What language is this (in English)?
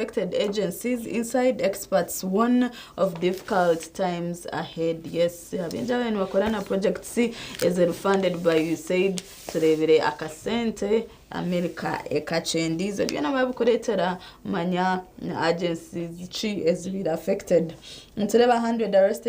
Nyankole